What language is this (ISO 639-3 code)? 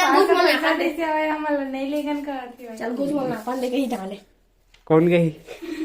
hne